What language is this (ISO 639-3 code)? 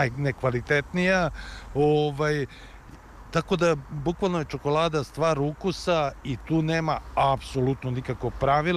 srp